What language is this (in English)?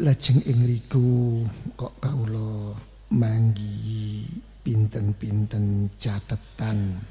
Javanese